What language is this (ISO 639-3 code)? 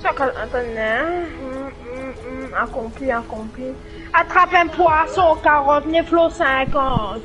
mfe